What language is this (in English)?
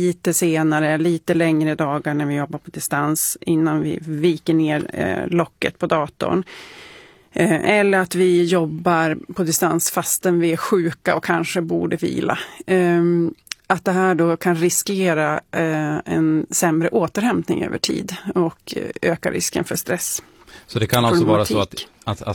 Swedish